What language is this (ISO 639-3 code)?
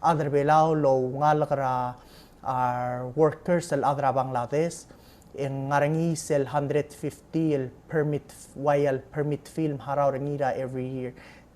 pau